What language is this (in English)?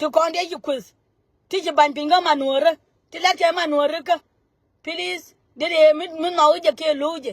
Nuer